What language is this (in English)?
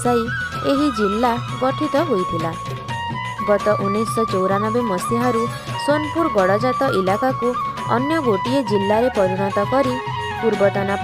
Odia